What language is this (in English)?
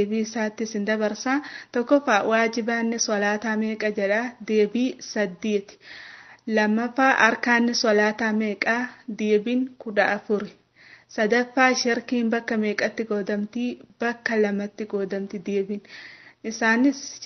Oromo